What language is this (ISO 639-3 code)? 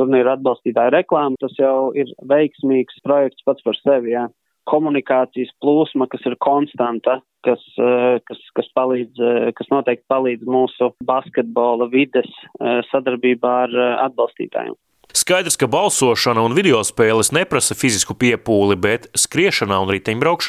lav